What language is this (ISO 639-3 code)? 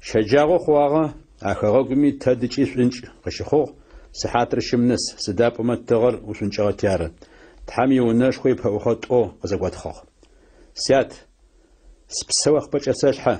ady